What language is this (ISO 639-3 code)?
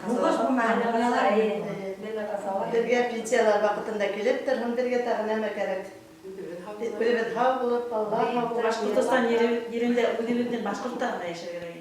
bak